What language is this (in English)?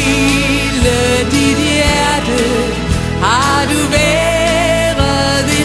Danish